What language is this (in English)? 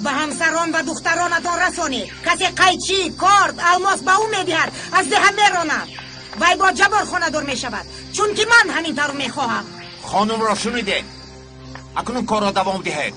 Tajik